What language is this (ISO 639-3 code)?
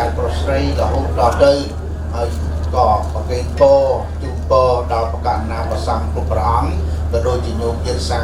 khm